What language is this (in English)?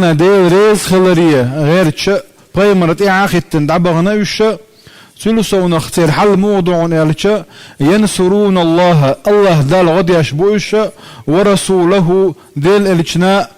Chechen